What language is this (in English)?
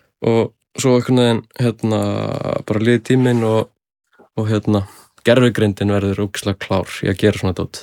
Icelandic